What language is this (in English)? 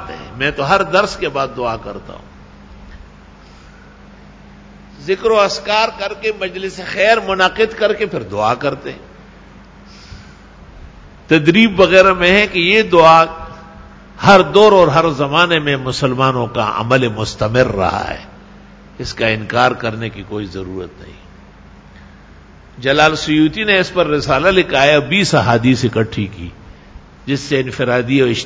Urdu